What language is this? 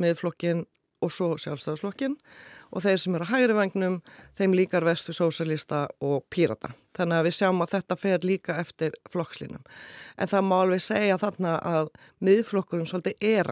Icelandic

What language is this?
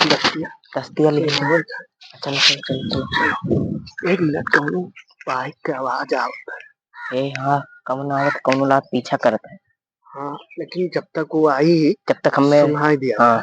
Awadhi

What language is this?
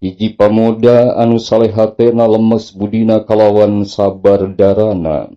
Sundanese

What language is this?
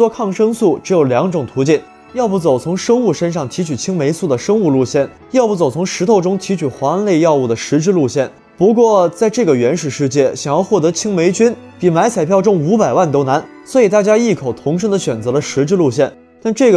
Chinese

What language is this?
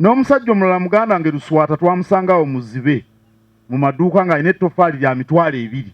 Ganda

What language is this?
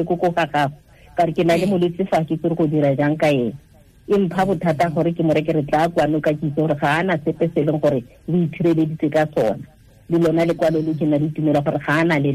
Tswana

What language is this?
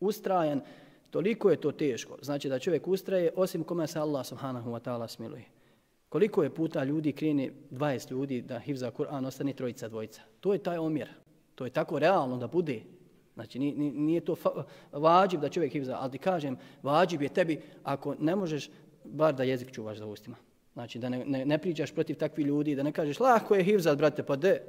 Bosnian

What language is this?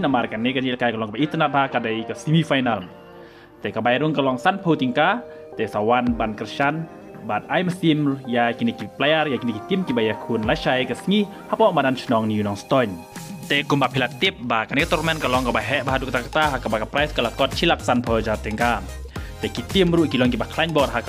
Khasi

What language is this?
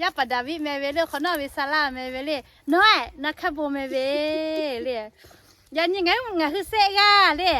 Lahu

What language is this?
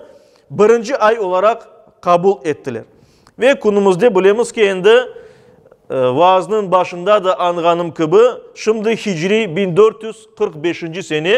Crimean Tatar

